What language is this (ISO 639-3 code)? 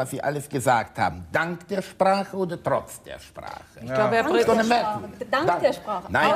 deu